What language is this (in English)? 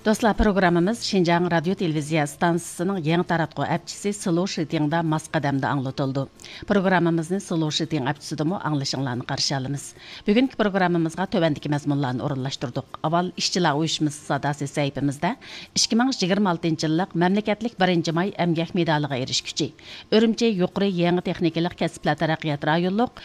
Uyghur